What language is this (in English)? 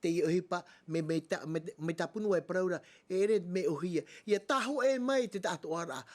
Tahitian